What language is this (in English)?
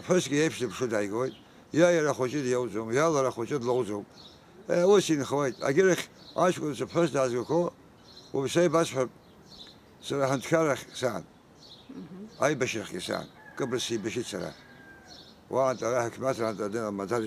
Abkhazian